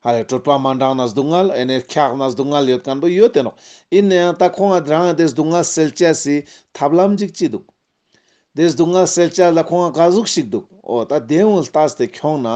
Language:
Ladakhi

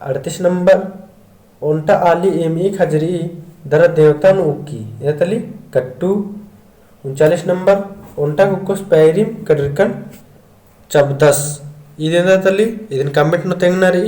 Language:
Kurukh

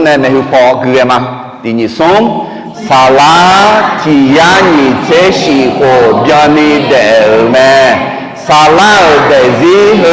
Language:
Akha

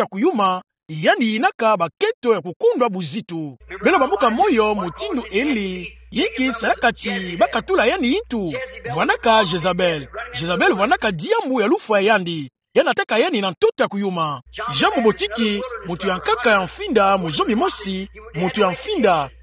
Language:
Kituba (Democratic Republic of Congo)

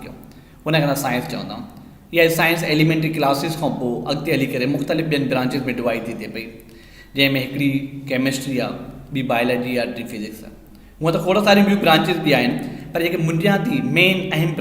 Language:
Sindhi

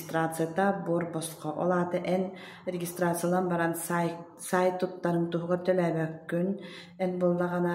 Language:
Yakut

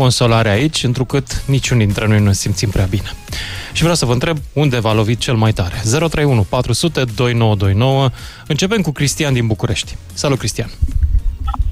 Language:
Romanian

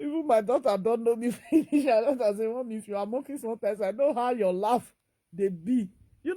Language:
Nigerian Pidgin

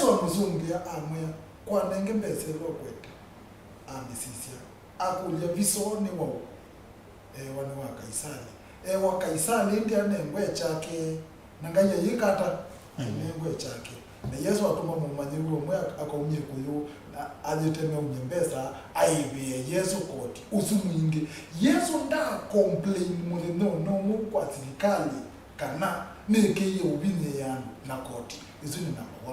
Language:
Kamba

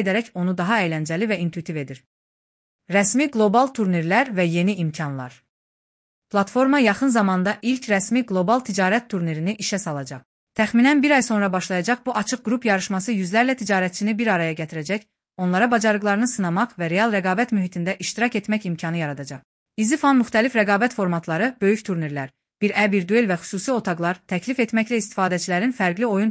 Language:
Azerbaijani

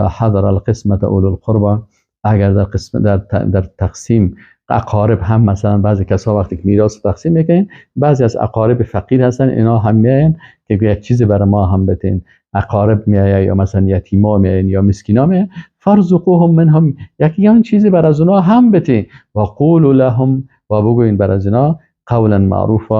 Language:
Persian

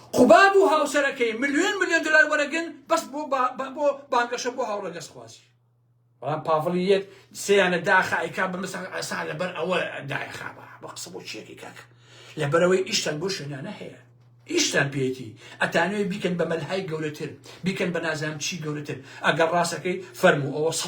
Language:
Central Kurdish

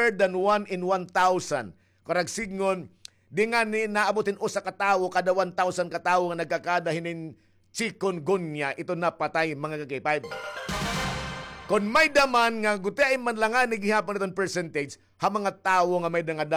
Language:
Waray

